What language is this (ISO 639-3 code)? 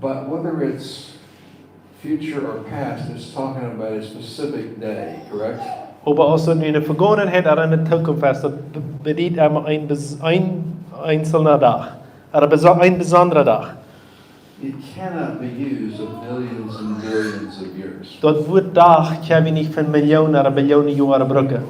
pdt